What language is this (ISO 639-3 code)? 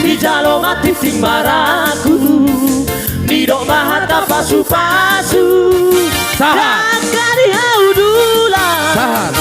bbc